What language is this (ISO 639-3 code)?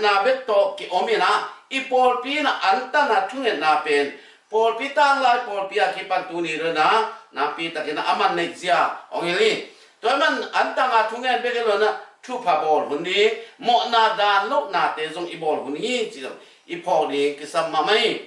ctd